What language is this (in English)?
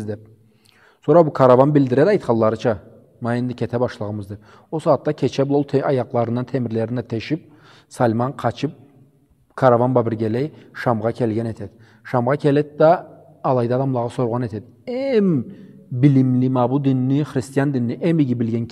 Karachay-Balkar